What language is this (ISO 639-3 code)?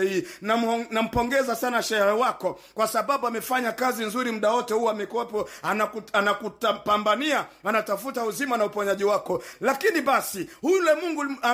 swa